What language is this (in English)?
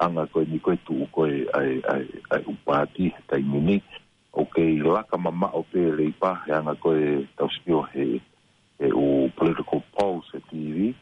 Tongan